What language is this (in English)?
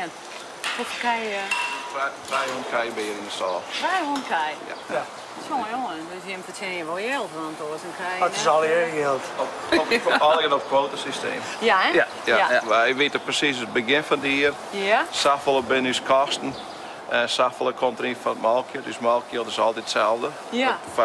Western Frisian